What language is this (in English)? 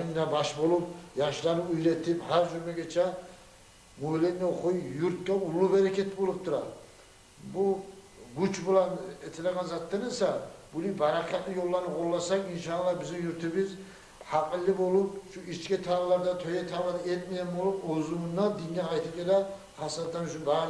Kumyk